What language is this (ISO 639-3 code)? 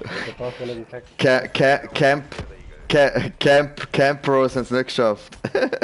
gsw